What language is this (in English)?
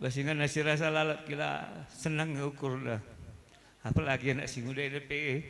Batak Karo